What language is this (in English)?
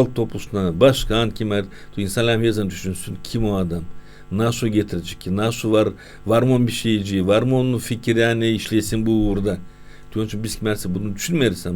Gagauz